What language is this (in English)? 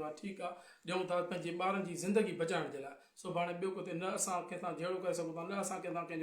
Sindhi